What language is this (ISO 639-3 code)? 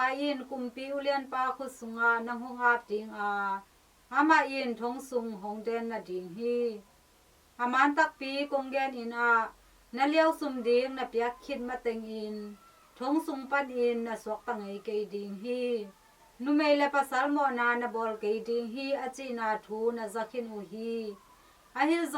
ctd